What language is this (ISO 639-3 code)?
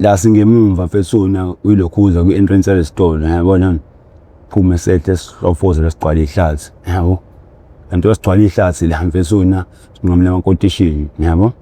zul